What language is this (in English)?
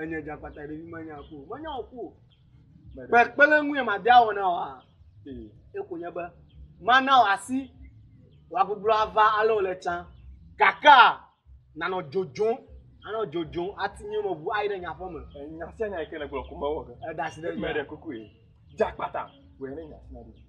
Ewe